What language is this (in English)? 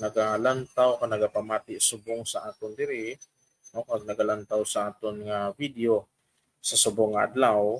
Hiligaynon